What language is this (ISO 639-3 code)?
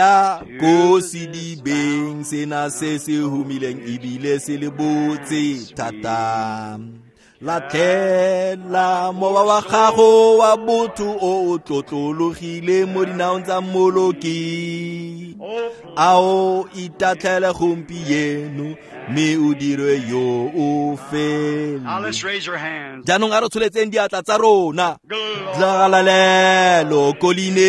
tsn